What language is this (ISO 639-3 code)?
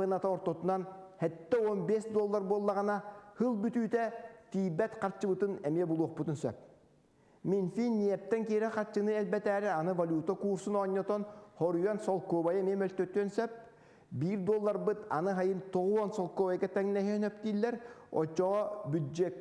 sah